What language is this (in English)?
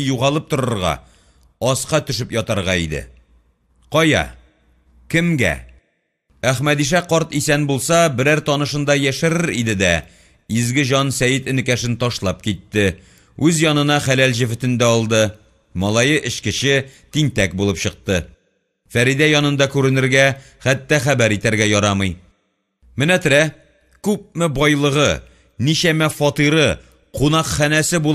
Tatar